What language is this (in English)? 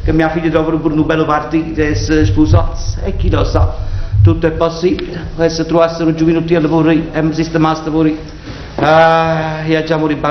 Neapolitan